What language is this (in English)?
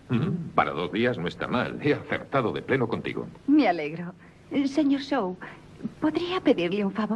Spanish